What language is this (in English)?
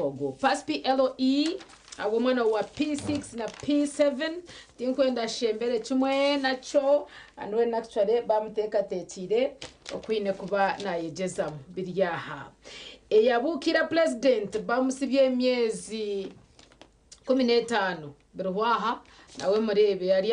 Nyankole